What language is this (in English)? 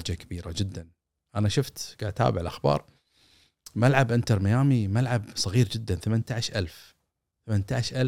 Gulf Arabic